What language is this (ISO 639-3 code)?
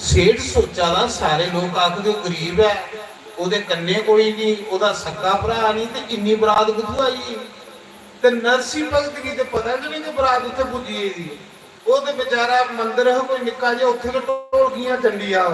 doi